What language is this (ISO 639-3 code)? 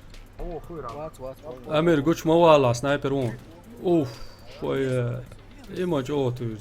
che